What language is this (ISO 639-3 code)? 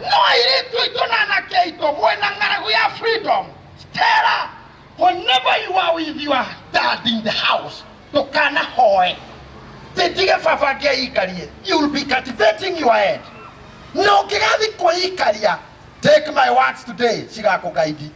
kik